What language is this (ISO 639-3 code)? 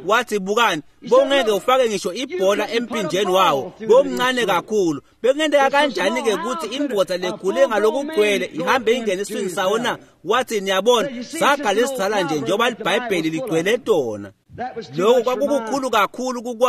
ssw